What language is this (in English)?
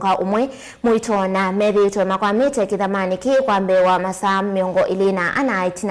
Kamba